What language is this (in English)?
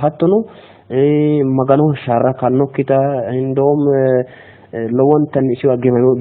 Sidamo